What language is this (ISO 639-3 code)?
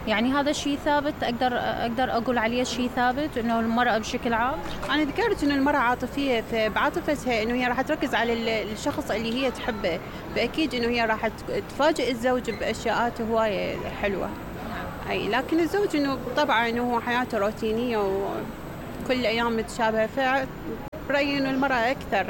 acm